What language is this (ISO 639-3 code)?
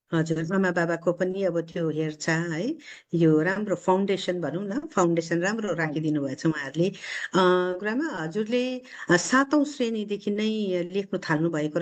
nep